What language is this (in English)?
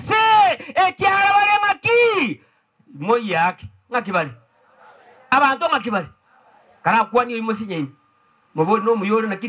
Gusii